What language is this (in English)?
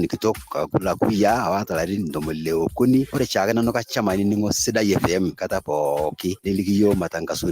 Masai